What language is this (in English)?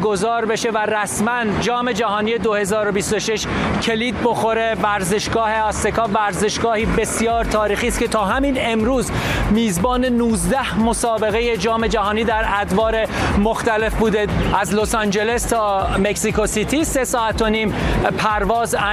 Persian